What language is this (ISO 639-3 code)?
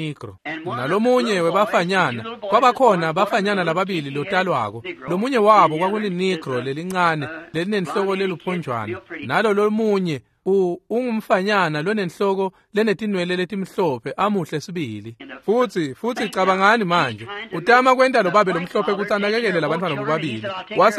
ssw